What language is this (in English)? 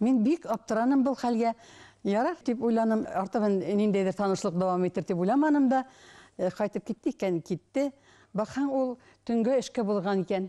Bashkir